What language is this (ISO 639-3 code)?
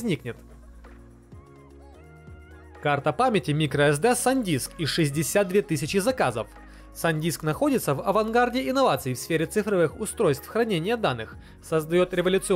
rus